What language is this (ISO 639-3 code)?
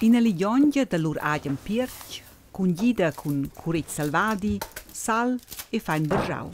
roh